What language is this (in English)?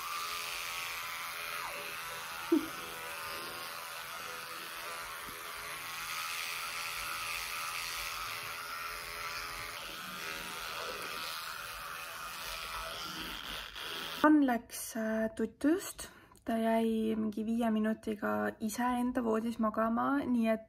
Estonian